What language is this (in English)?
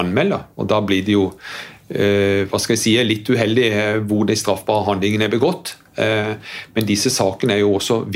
Norwegian